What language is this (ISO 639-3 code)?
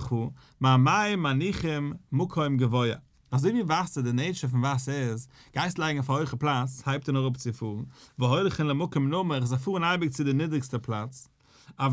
yid